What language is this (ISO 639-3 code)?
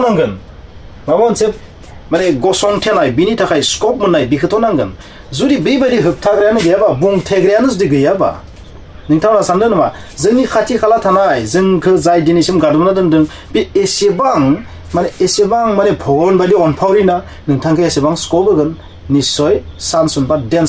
brx